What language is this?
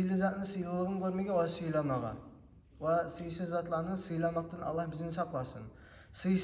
Kumyk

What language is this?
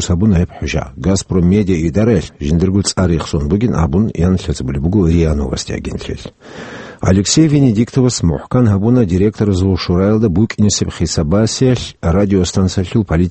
Avaric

